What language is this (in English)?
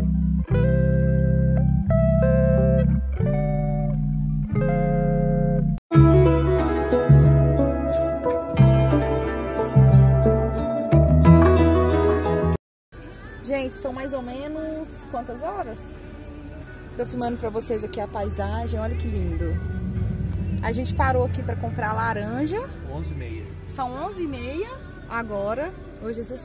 Portuguese